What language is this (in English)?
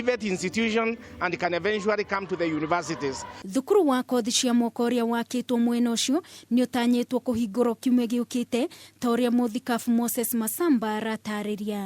Kikuyu